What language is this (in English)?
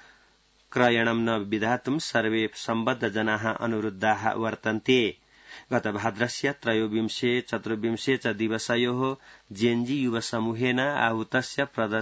Sanskrit